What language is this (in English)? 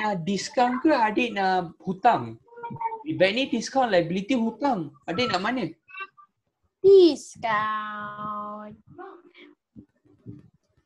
Malay